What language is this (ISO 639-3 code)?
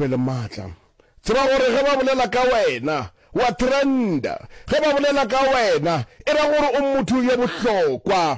nso